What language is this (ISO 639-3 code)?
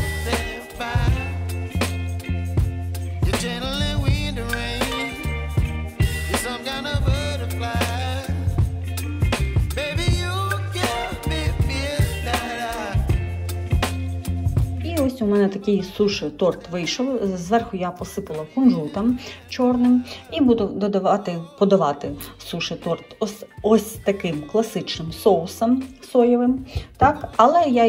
ukr